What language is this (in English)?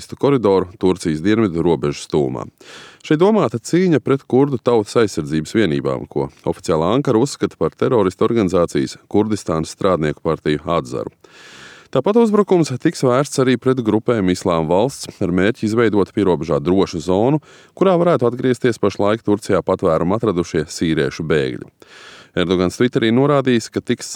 Latvian